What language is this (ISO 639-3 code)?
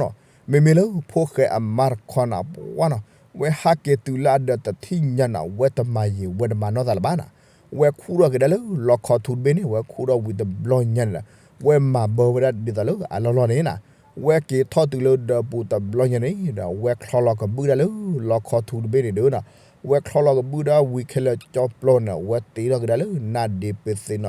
ksw